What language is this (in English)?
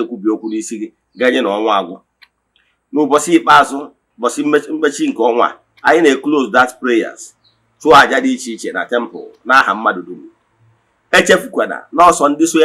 Igbo